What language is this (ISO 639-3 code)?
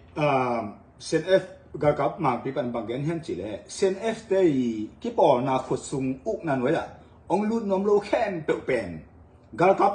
ctd